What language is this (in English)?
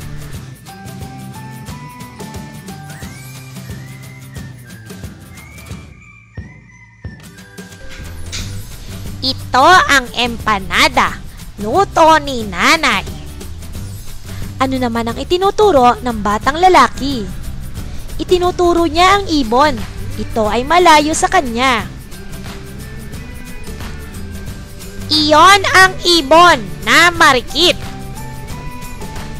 Filipino